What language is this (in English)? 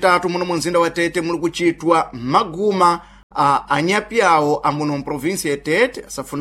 Sena